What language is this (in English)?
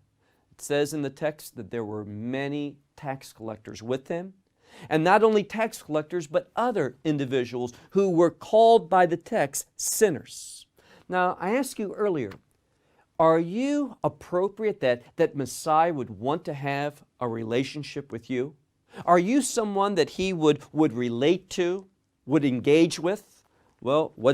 English